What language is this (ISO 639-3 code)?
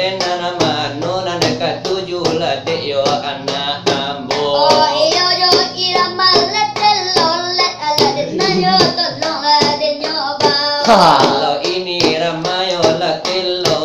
min